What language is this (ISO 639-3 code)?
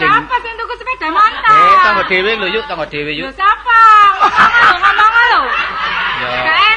jav